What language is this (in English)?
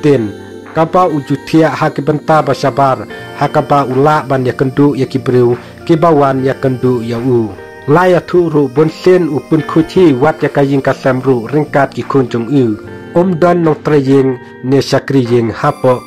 Khasi